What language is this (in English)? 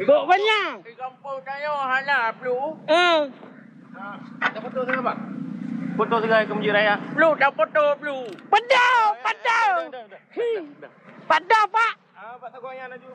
Achinese